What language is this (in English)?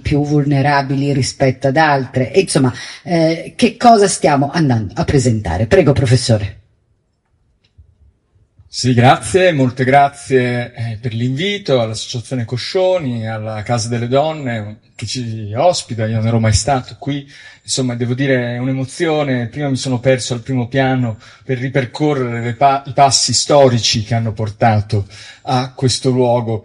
Italian